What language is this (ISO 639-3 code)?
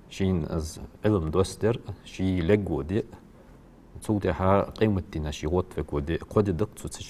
inh